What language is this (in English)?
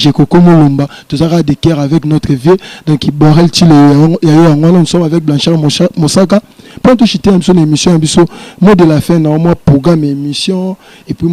Lingala